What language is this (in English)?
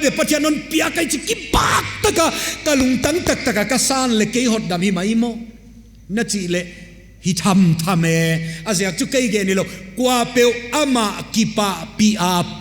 Paite Chin